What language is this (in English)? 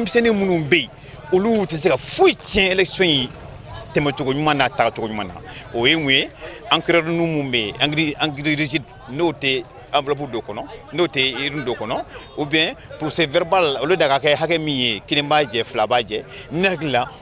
Bambara